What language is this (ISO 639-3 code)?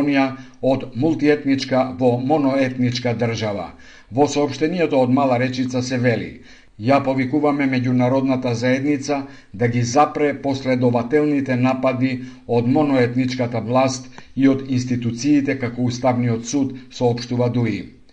mkd